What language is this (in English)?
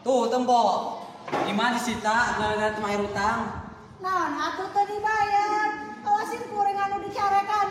Sundanese